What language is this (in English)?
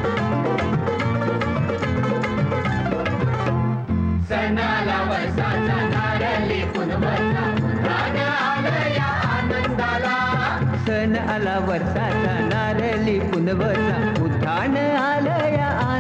Marathi